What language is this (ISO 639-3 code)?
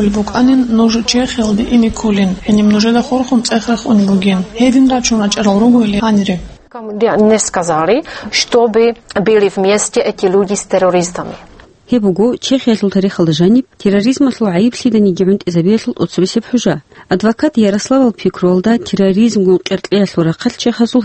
ava